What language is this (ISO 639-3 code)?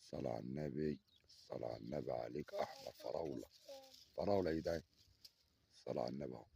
arz